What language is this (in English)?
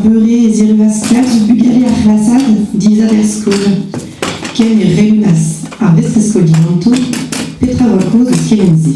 Breton